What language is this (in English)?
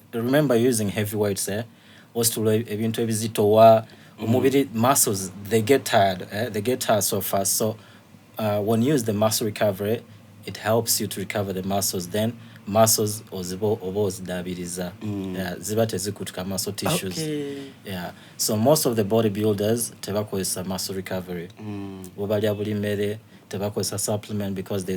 Soga